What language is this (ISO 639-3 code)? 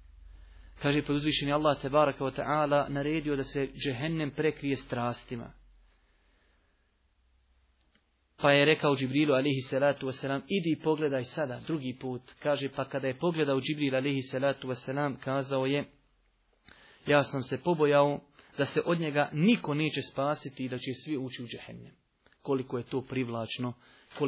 bos